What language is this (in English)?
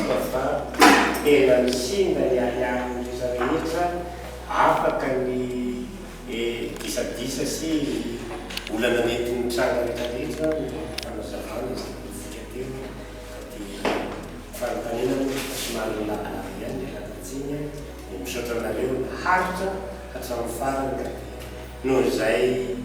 Malagasy